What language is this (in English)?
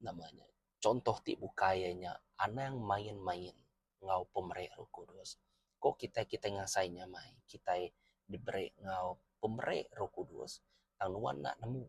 Iban